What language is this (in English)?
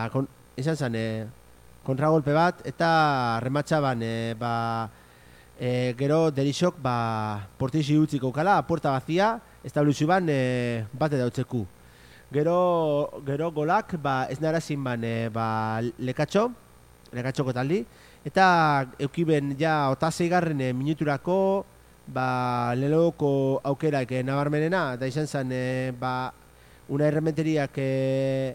Basque